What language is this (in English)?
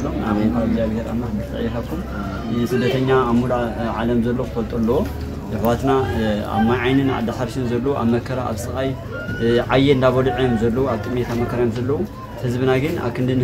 Tigrinya